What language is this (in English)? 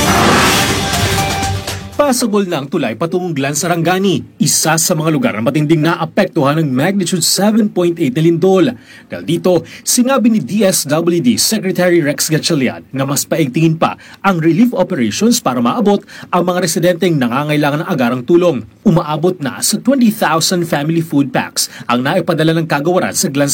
Filipino